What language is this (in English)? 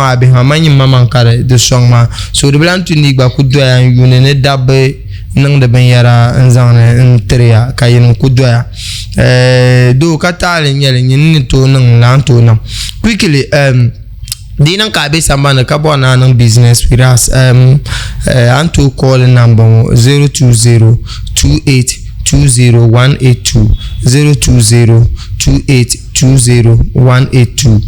Dagbani